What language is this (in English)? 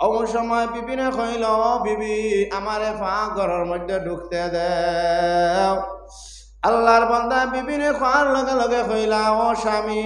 Sylheti